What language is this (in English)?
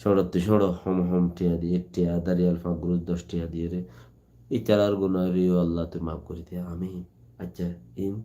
Rohingya